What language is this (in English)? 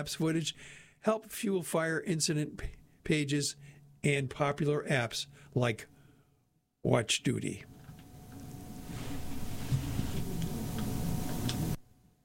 English